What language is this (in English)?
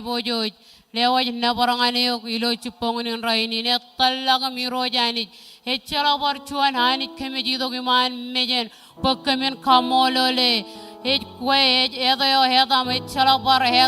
Marshallese